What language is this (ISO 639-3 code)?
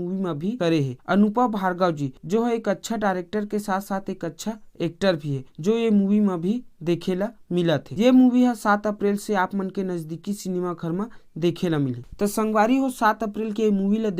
hne